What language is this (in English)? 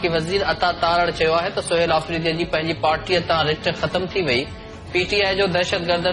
Sindhi